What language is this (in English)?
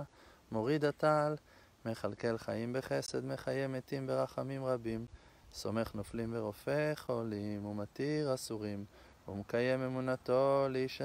Hebrew